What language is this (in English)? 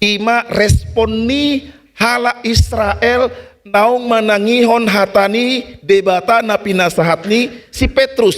Batak Toba